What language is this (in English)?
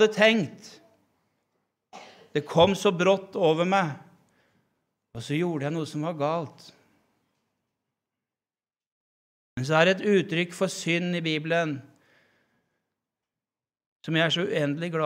Norwegian